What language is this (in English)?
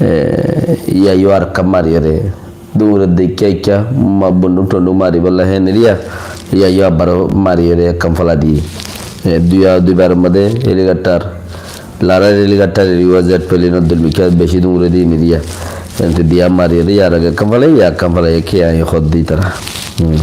Rohingya